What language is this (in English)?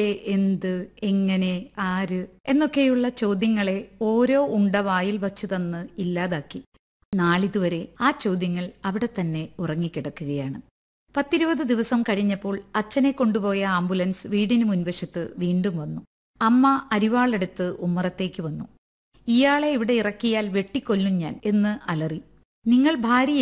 Malayalam